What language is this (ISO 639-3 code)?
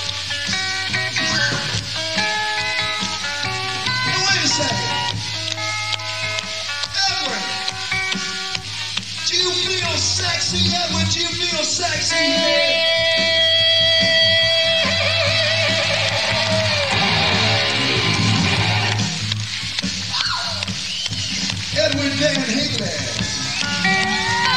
eng